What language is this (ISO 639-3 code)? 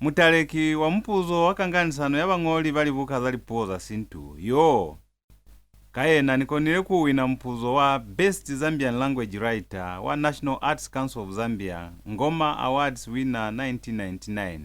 loz